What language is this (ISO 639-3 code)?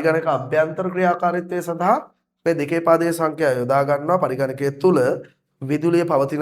sin